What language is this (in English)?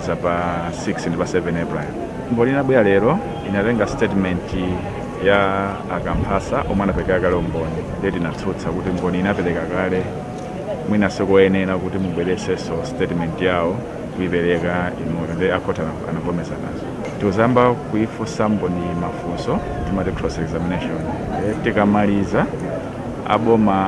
Nyanja